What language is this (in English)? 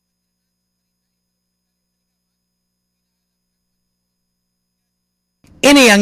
Filipino